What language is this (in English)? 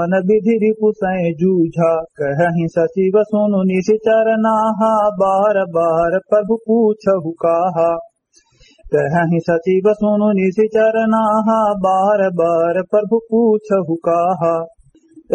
Awadhi